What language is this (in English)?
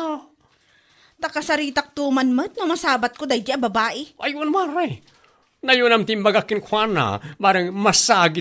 Iloko